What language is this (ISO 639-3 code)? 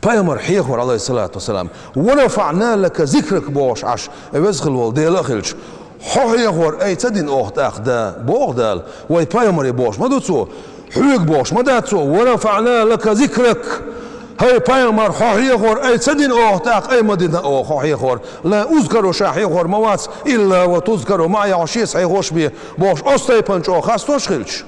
che